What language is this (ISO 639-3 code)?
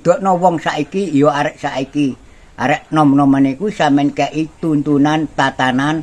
jav